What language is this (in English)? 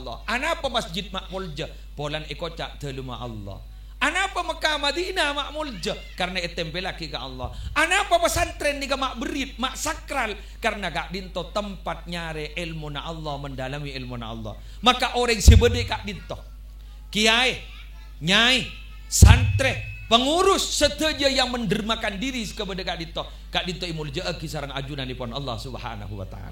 Madurese